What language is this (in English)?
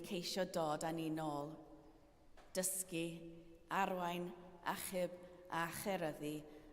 Welsh